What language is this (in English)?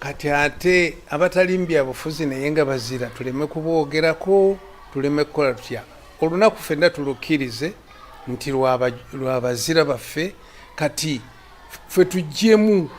Ganda